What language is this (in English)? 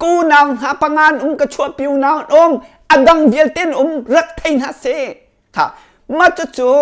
Hakha Chin